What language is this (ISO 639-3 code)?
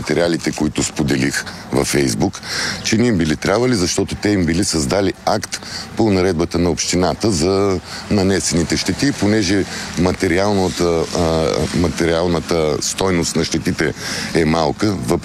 bul